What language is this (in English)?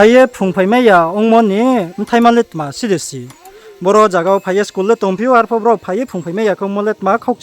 Riang (India)